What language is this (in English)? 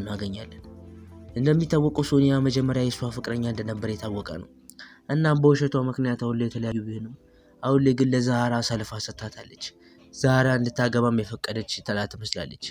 Amharic